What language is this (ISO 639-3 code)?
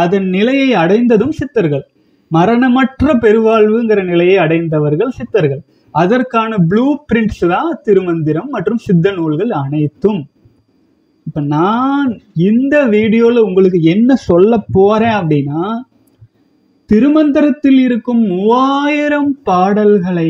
tam